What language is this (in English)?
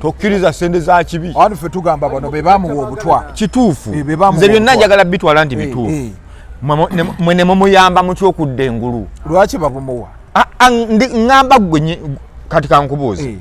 Ganda